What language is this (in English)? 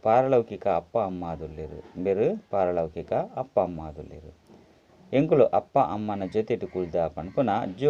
Tulu